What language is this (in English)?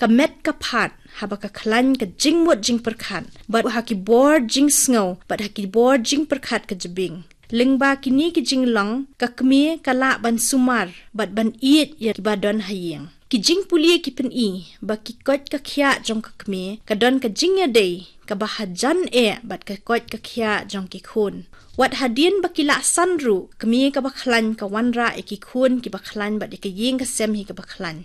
Khasi